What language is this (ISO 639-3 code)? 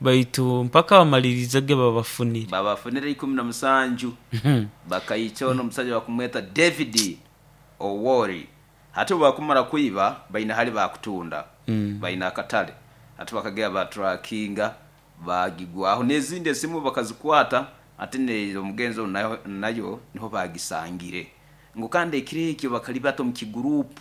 nyo